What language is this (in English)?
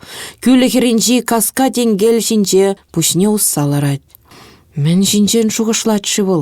Chuvash